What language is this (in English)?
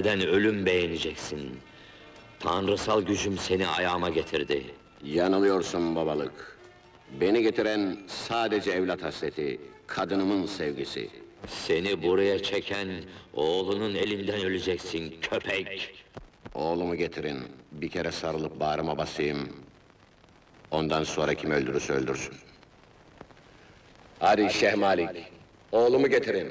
Turkish